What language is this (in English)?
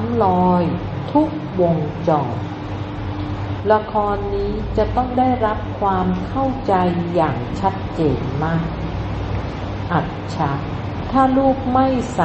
Thai